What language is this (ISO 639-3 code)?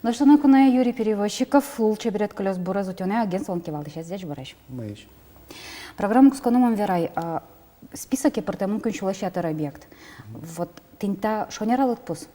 udm